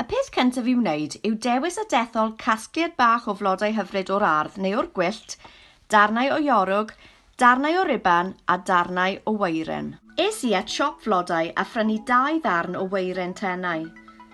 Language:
Welsh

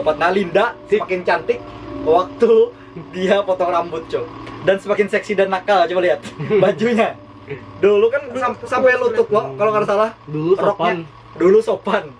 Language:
Banjar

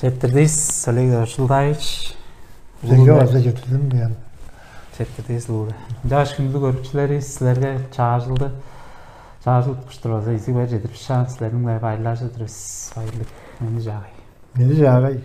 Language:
Tuvinian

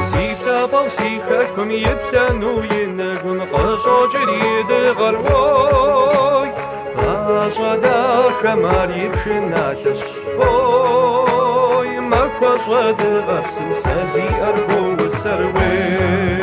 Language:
Kabardian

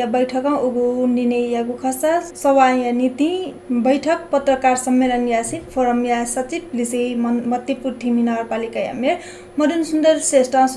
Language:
Newari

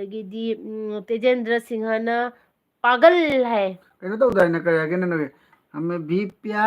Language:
Manipuri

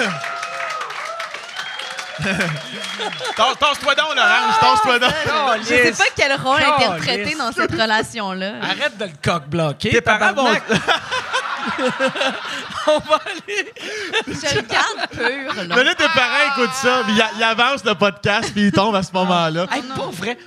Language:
French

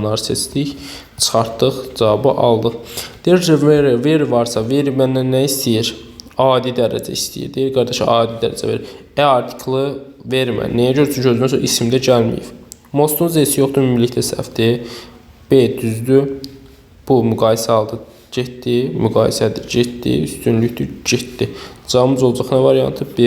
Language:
Azerbaijani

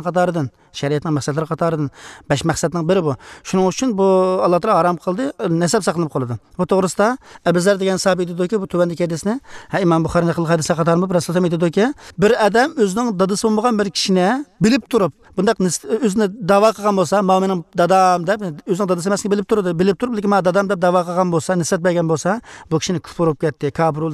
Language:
Uyghur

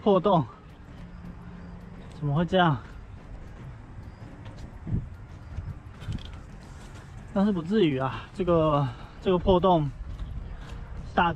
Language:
Chinese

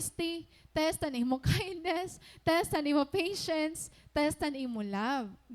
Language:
Waray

